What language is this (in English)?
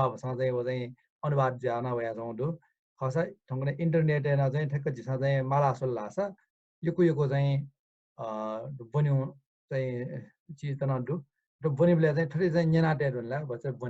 Newari